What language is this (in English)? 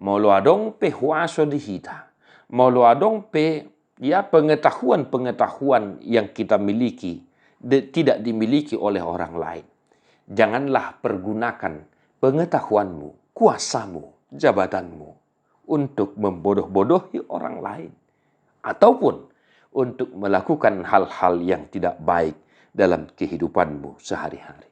Batak Toba